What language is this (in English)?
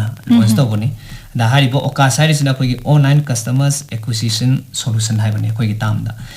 Manipuri